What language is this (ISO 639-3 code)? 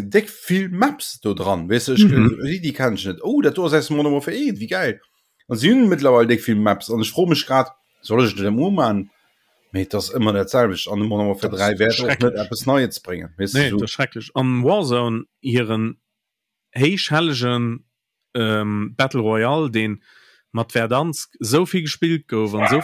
ltz